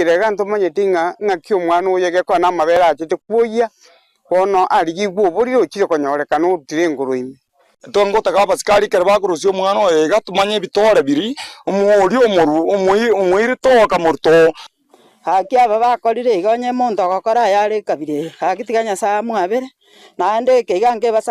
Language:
Gusii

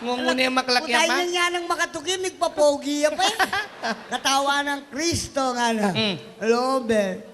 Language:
Pampanga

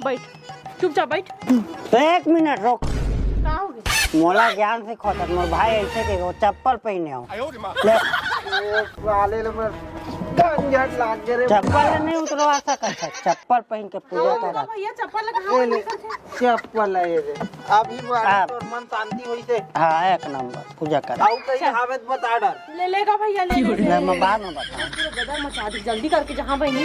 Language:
Chhattisgarhi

